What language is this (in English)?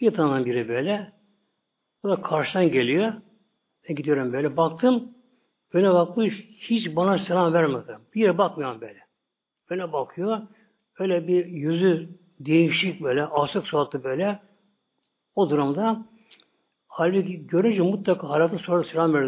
Turkish